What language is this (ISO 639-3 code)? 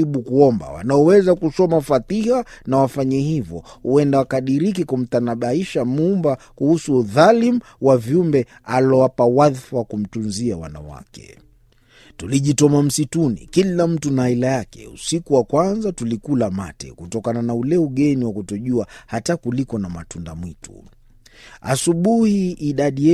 swa